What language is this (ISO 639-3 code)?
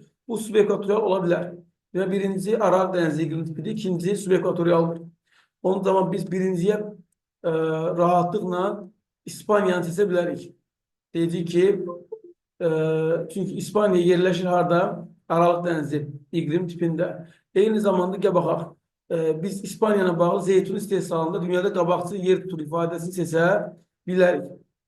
aze